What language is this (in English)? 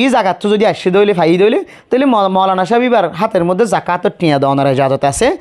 Rohingya